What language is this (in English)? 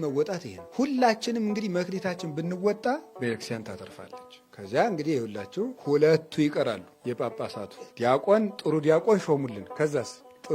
Amharic